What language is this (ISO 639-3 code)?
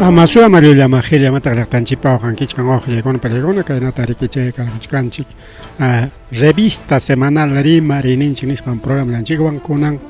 quy